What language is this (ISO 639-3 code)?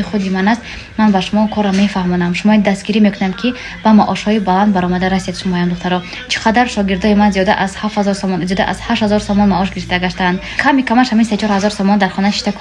tgk